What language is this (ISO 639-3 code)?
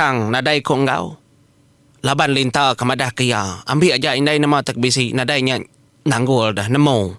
iba